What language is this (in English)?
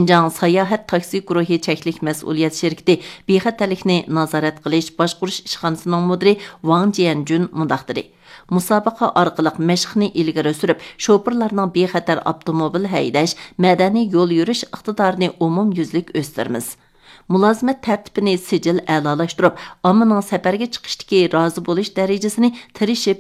Uyghur